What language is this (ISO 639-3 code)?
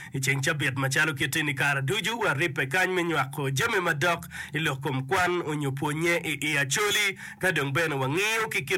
ach